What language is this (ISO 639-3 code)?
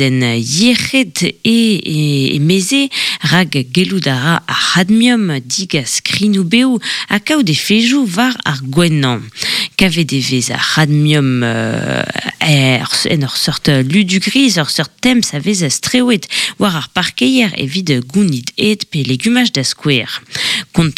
bre